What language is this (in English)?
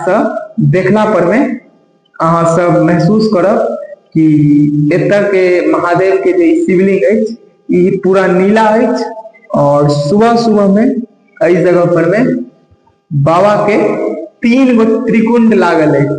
Maithili